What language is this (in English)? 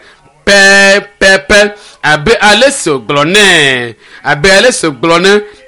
Ewe